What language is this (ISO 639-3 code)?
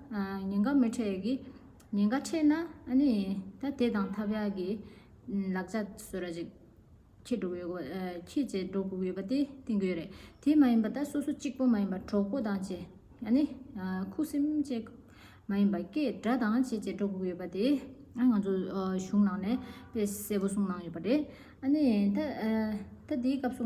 bod